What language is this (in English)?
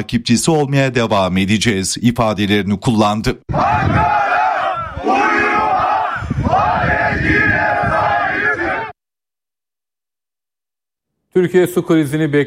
Turkish